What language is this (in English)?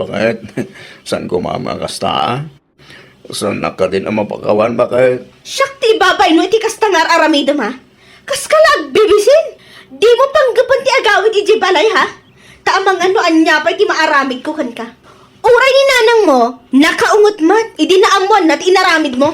Iloko